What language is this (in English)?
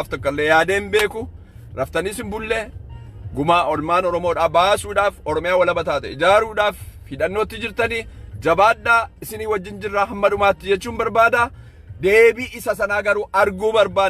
Oromo